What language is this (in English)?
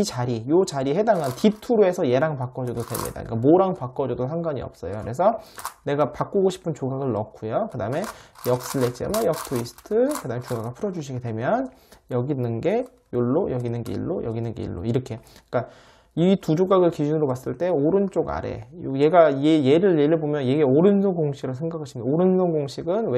Korean